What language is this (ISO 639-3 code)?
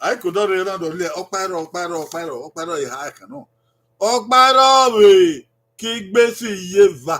bin